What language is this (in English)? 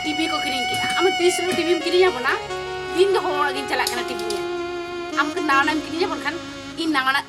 Santali